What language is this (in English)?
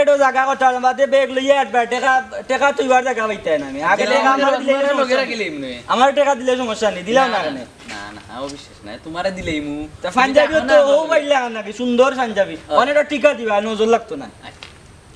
Sylheti